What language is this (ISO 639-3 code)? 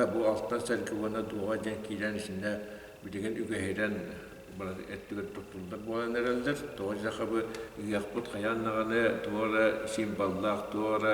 sah